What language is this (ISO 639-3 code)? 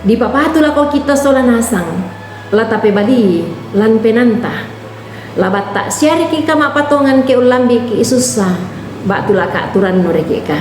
sda